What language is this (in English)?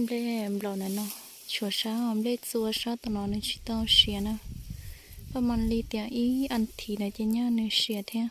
Hmong